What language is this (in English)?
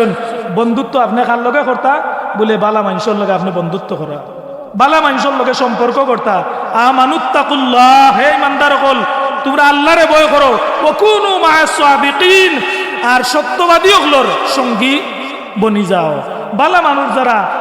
Sylheti